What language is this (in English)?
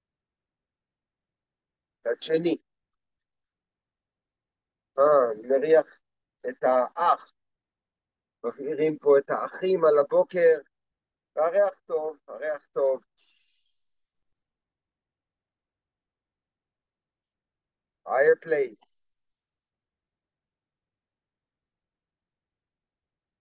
Hebrew